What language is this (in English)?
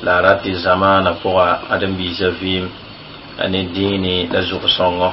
Mossi